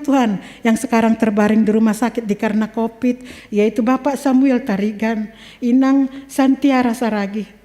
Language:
Batak Simalungun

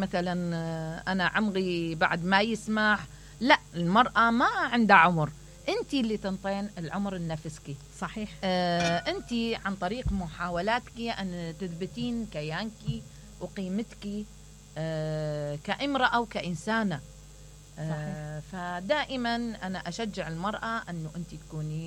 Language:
Mesopotamian Arabic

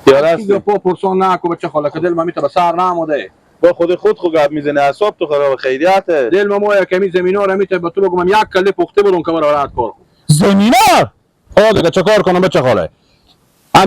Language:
Persian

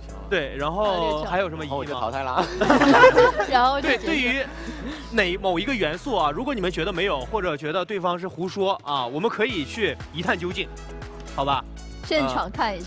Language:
Chinese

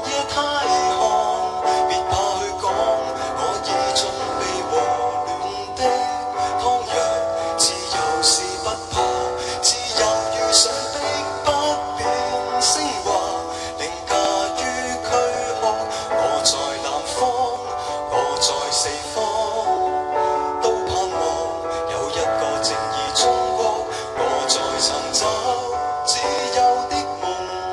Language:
Chinese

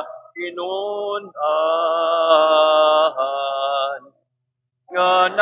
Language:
Waray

